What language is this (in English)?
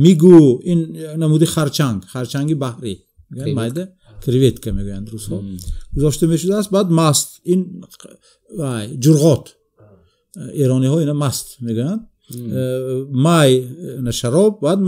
Tajik